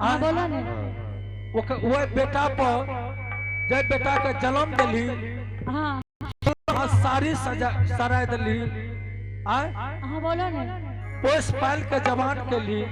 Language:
Angika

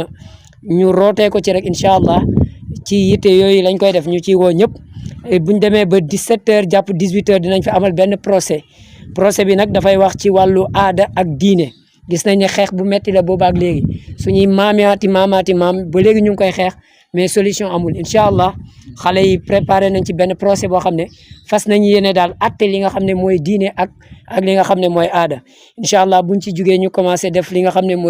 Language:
Wolof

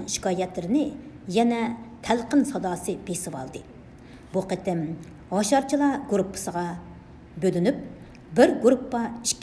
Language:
Uyghur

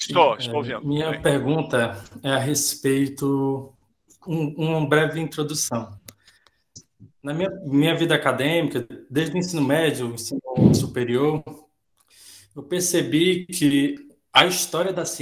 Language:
Portuguese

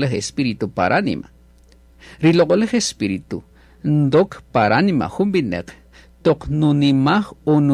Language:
Kaqchikel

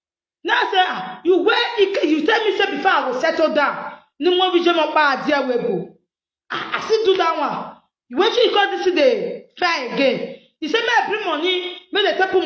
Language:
Nigerian Pidgin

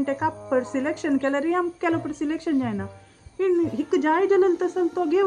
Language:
Konkani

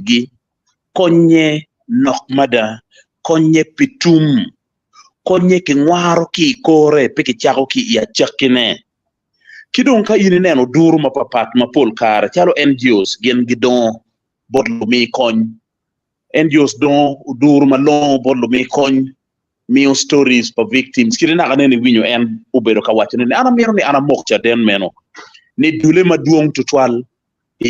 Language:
Acoli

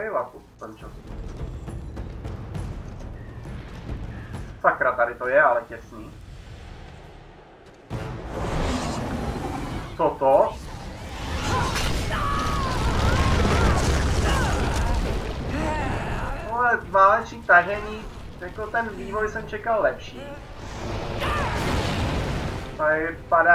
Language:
Czech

